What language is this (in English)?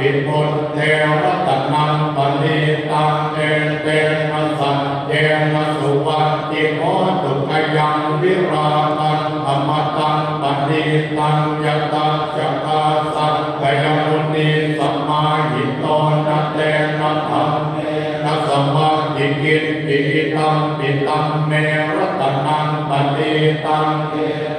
Pali